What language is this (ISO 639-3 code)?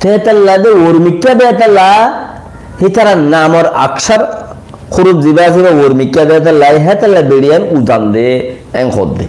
rhg